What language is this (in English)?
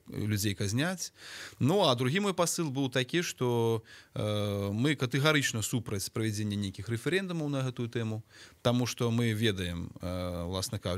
Belarusian